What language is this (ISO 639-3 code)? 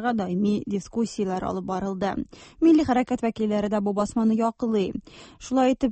tat